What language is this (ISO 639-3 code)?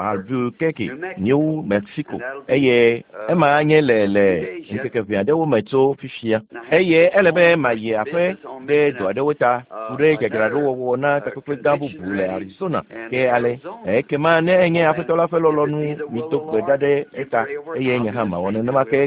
ewe